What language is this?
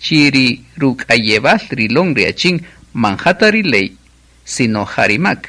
Kaqchikel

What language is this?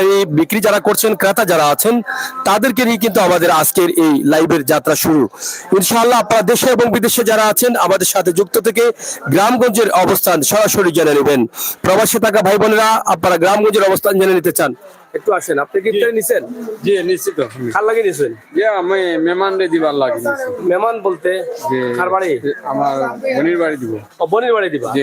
Sylheti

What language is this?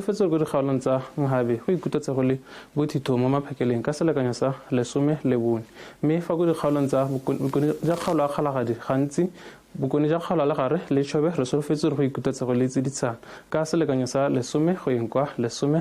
Tswana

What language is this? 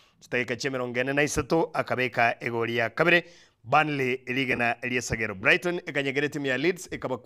Gusii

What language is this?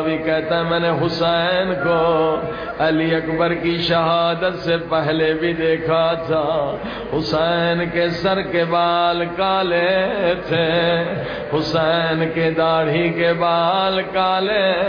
Urdu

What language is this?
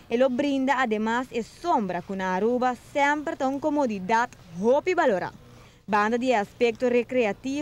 Papiamento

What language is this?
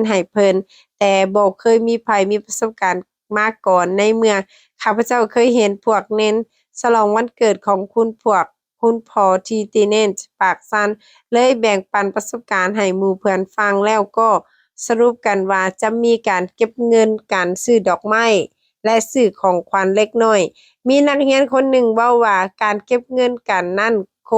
Lao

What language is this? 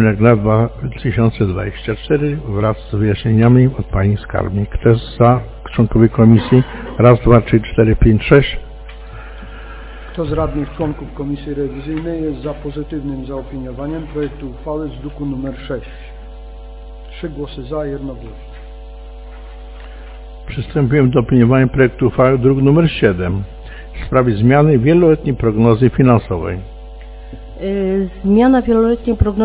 Polish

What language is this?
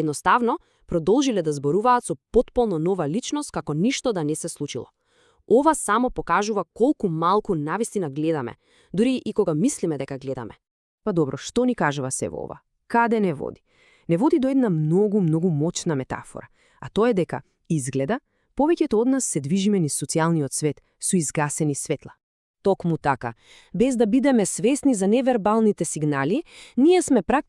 Macedonian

